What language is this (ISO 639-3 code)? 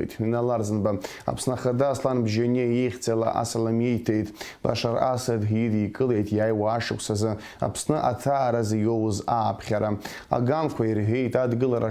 abk